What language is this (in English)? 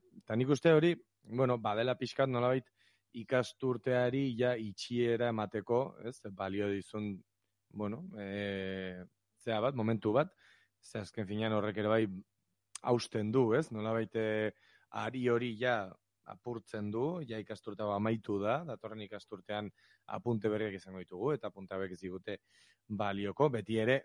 Basque